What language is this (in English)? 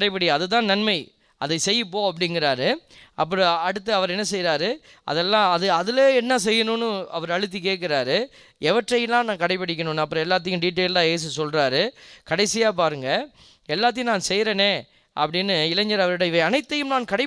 Tamil